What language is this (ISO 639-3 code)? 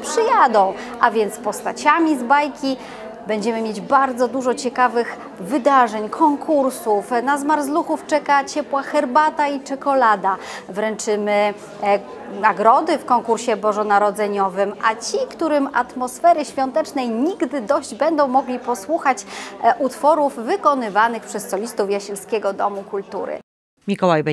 pol